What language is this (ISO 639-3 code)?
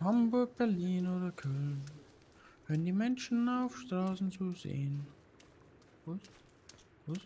bar